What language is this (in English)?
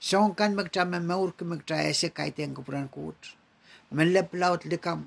Pohnpeian